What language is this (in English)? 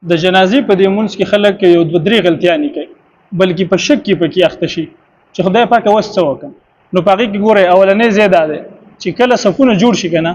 Pashto